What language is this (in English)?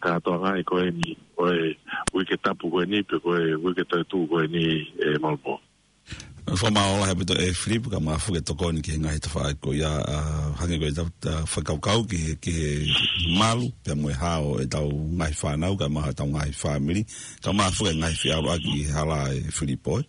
Tongan